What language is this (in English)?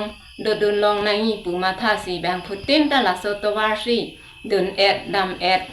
Karbi